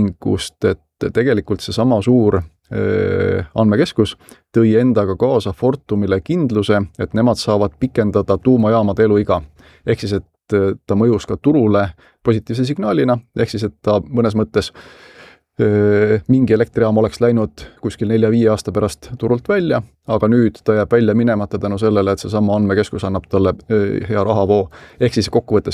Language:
Estonian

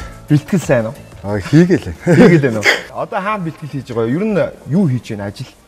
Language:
Mongolian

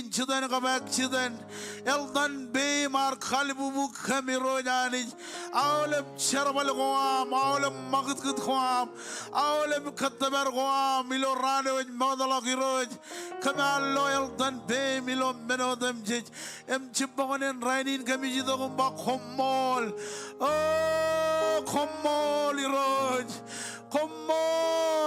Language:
Marshallese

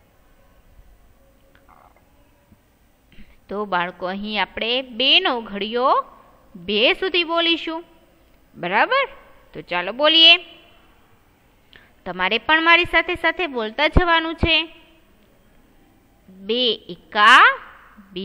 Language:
Gujarati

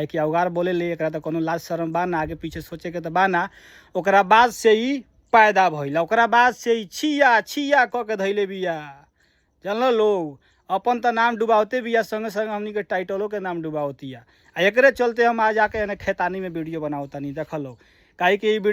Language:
Bhojpuri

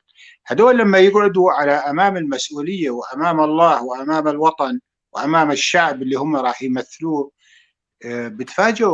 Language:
North Levantine Arabic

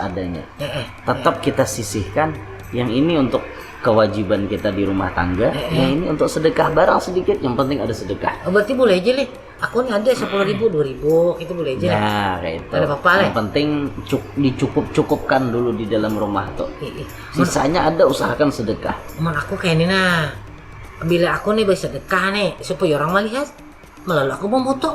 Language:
Banjar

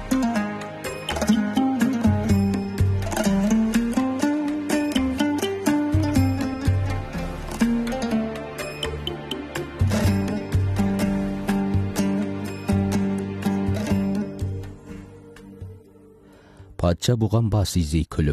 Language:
Kazakh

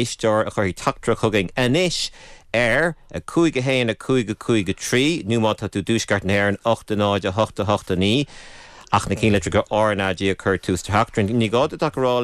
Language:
Irish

